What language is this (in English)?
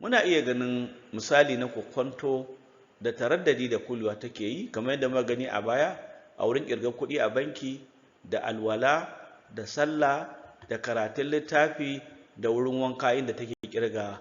Hausa